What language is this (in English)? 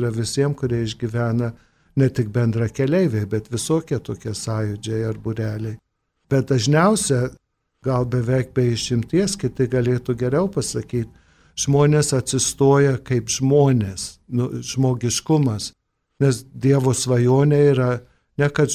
Lithuanian